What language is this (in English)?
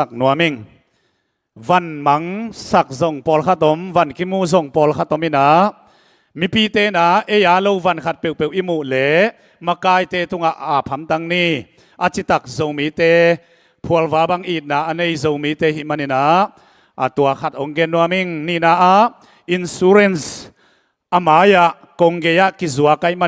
Tedim Chin